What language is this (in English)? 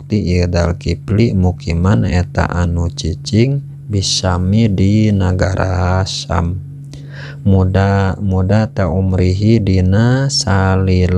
Sundanese